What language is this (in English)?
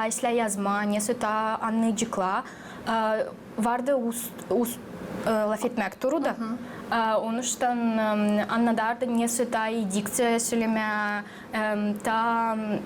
Gagauz